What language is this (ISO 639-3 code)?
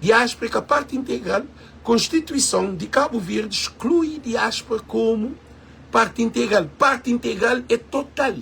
kea